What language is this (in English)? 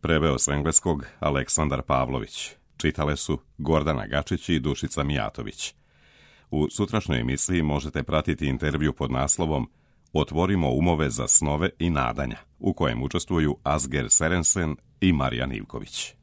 Serbian